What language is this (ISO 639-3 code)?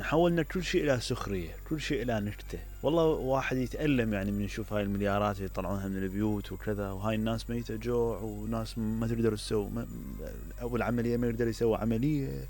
acm